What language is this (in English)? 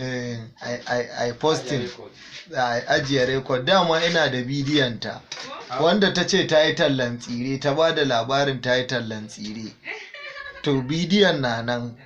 Hausa